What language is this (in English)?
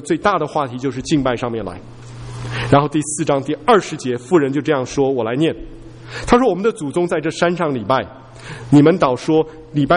Chinese